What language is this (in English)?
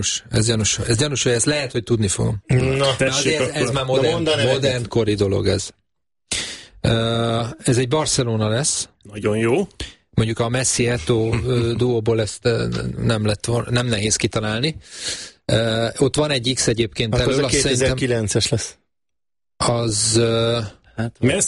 Hungarian